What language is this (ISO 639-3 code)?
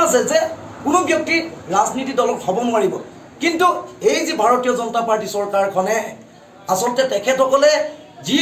asm